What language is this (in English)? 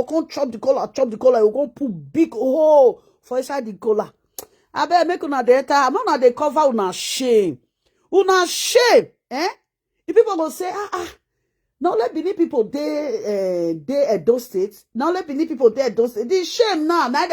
Nigerian Pidgin